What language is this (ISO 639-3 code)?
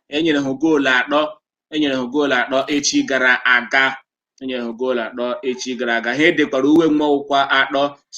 ibo